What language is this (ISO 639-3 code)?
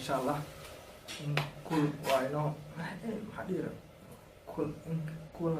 som